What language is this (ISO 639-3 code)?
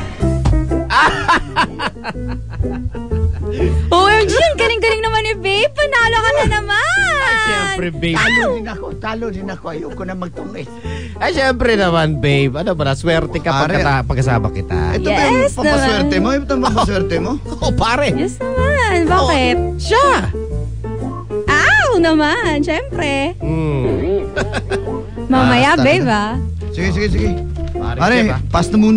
fil